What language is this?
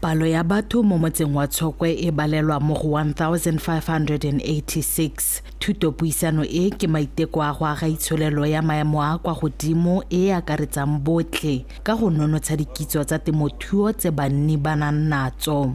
Tswana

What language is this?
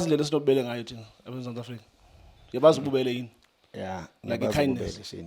Zulu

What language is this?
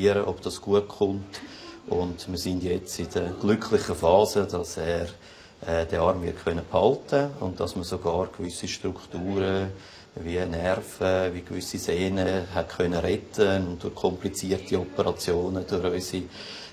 Swiss German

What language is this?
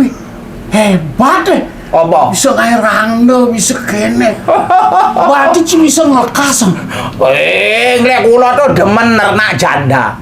Balinese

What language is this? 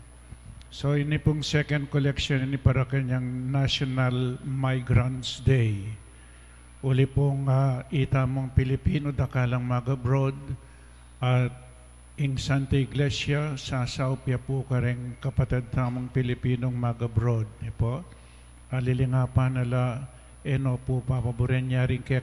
Pampanga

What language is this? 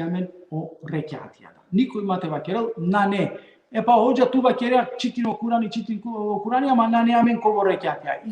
Balkan Romani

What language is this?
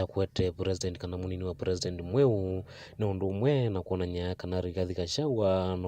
Kamba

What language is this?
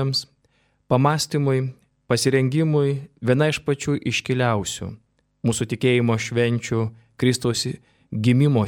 Lithuanian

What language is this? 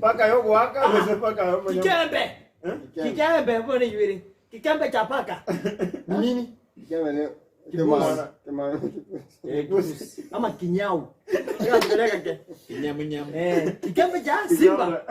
Gusii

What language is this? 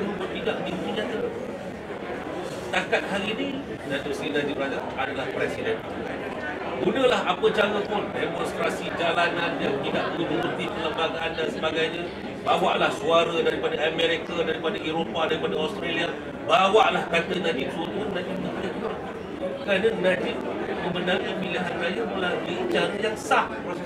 Malay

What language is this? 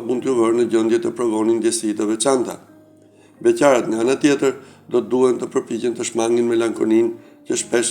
Albanian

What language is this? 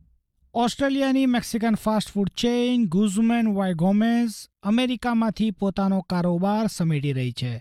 Gujarati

